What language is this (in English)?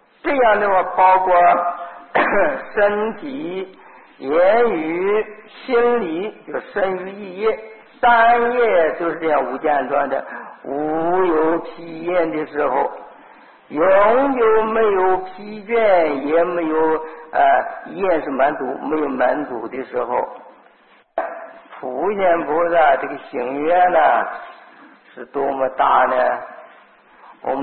Chinese